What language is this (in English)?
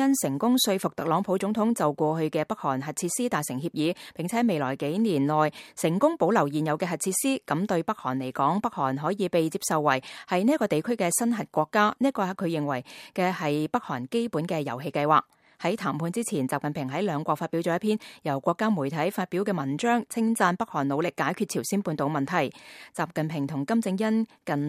Cantonese